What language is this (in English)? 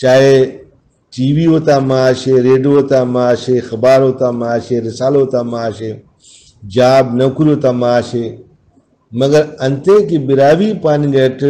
Brahui